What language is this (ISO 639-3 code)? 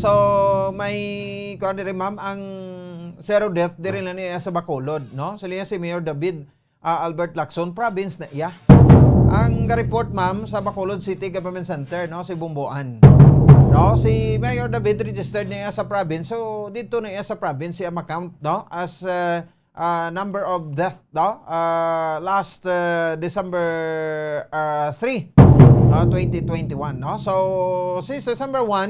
hil